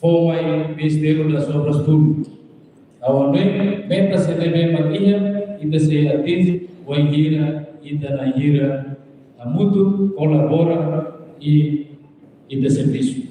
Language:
Tetum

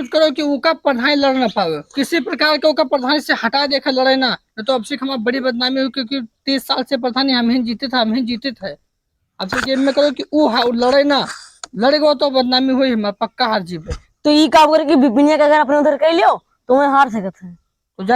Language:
Awadhi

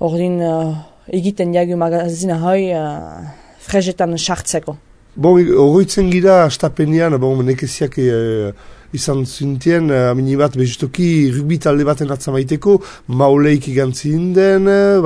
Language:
Basque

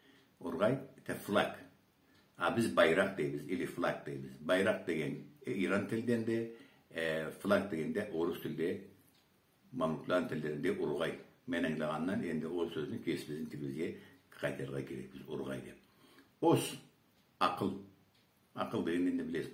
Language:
Karachay-Balkar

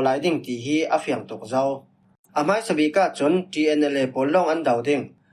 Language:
Falam Chin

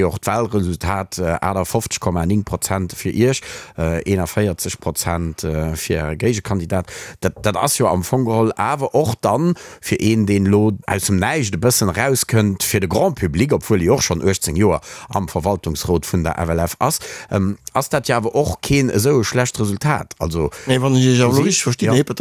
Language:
Luxembourgish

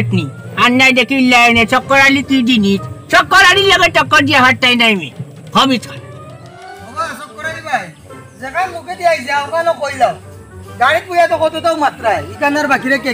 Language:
Sylheti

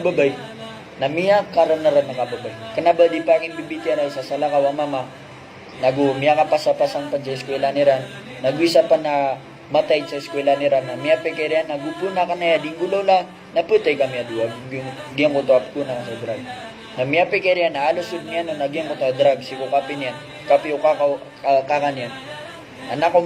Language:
Maranao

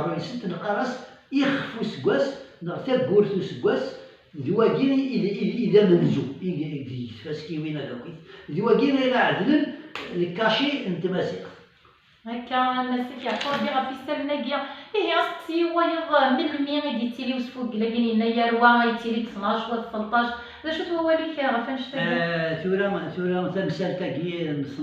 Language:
Kabyle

